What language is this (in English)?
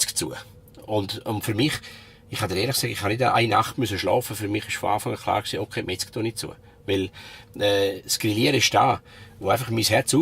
Swiss German